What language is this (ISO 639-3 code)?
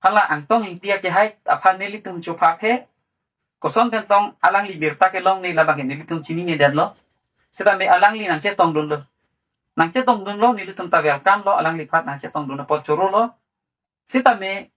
mjw